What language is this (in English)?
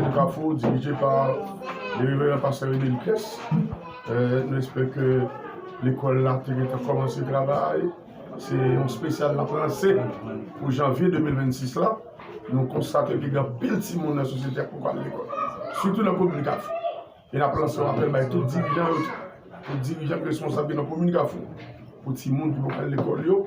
Haitian Creole